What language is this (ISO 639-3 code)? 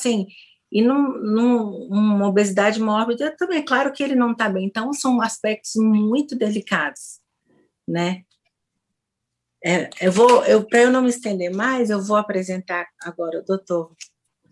por